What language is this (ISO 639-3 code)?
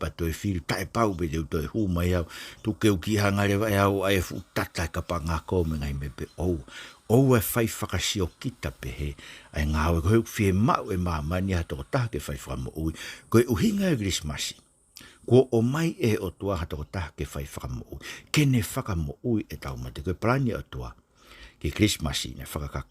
ton